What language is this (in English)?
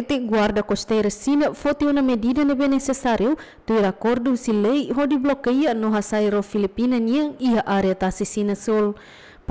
Tetum